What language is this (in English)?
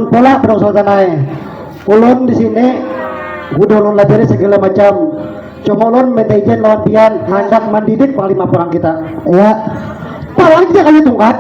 Banjar